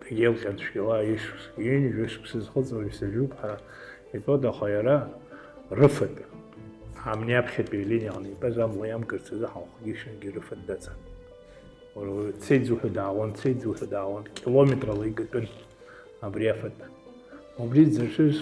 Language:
Abkhazian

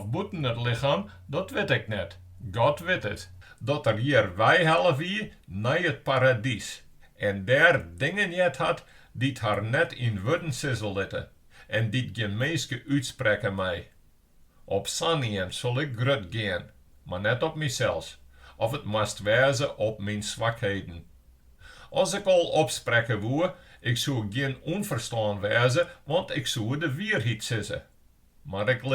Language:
Western Frisian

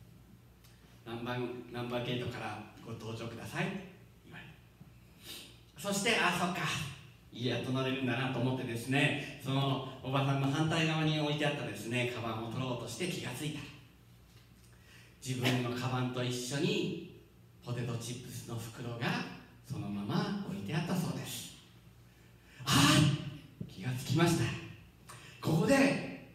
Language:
Japanese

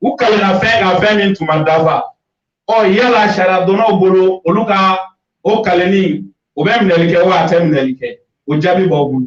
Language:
Bambara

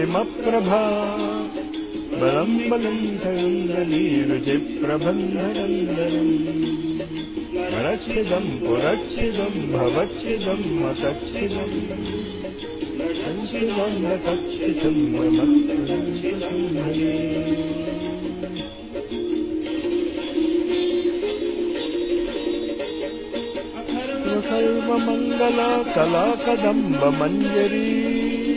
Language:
Telugu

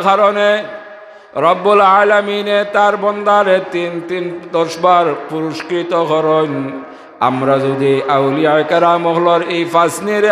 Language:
Sylheti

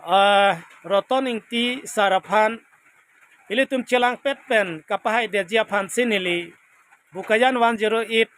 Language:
Karbi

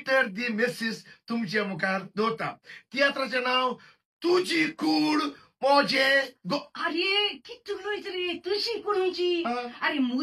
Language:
Konkani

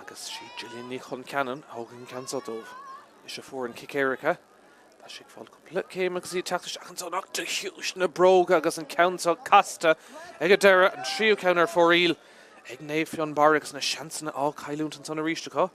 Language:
Irish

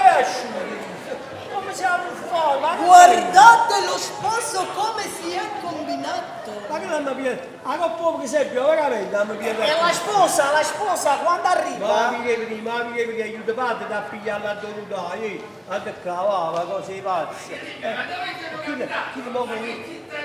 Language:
Neapolitan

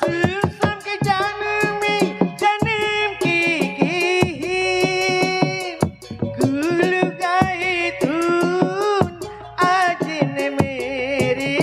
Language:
Betawi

